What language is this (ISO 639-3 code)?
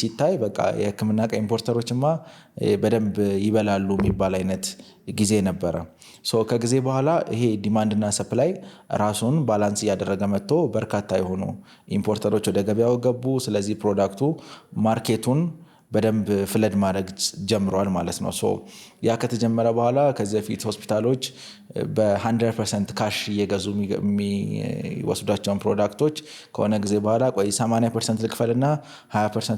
amh